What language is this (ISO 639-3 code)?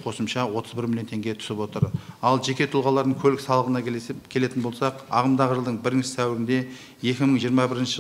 kaz